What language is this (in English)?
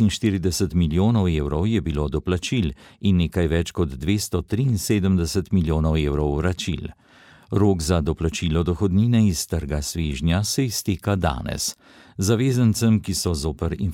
Slovenian